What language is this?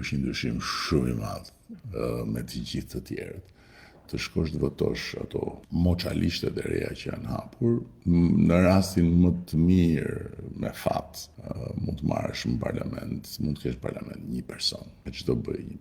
Albanian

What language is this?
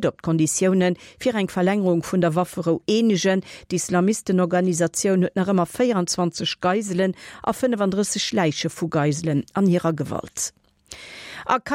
Luxembourgish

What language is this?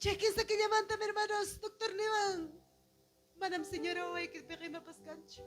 Ayacucho Quechua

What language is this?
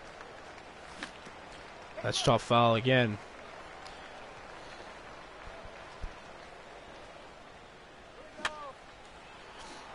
English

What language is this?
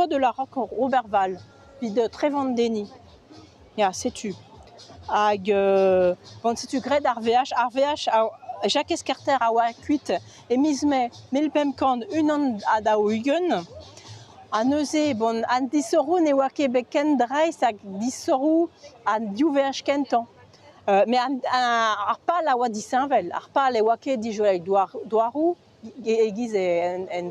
Breton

